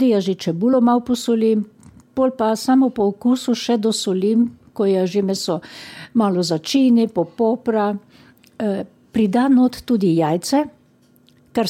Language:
Slovenian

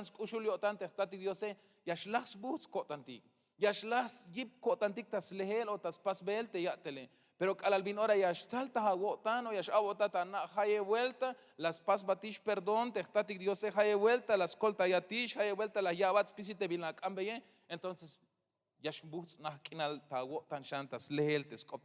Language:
Tzeltal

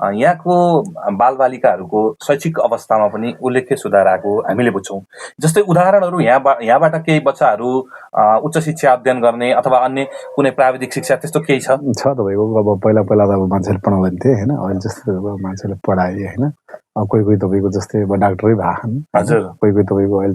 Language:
Nepali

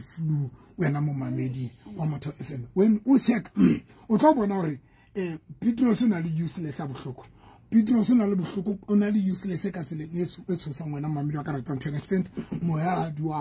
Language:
Southern Sotho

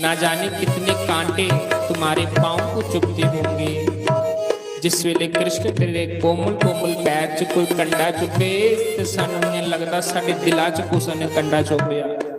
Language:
Dogri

